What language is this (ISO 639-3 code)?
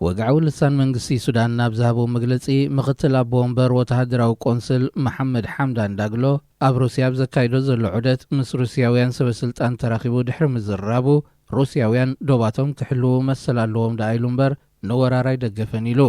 tir